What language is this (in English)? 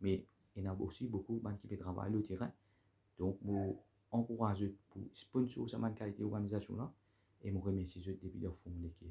Morisyen